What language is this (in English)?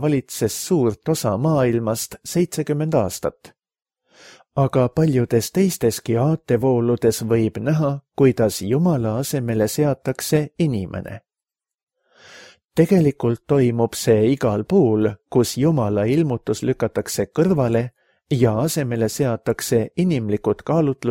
Estonian